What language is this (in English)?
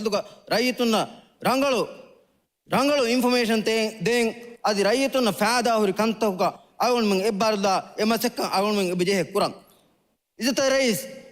Divehi